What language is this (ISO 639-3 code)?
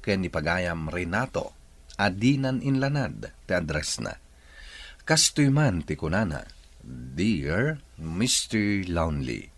ilo